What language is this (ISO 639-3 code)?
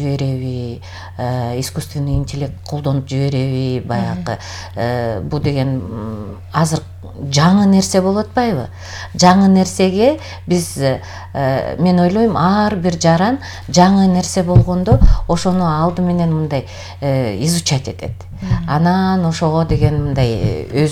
kir